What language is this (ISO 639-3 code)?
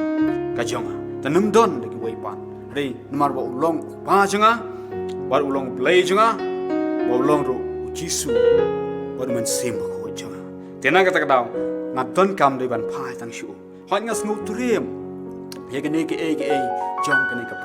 kha